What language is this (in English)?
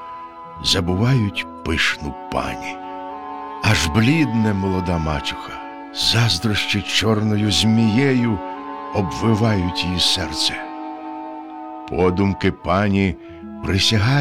Ukrainian